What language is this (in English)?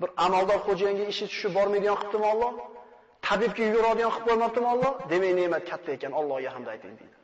Uzbek